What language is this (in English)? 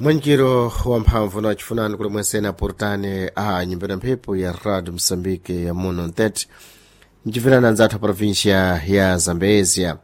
Sena